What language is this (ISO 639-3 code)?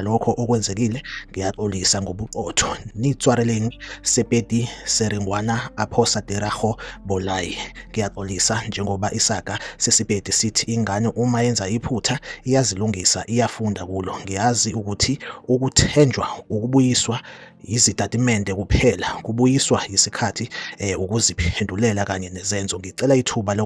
zul